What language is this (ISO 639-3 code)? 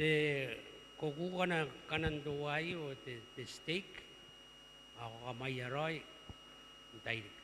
gil